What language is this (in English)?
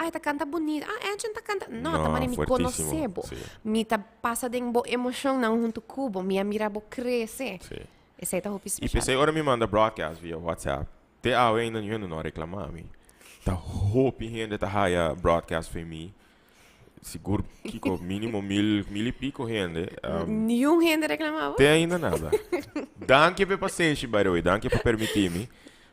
Papiamento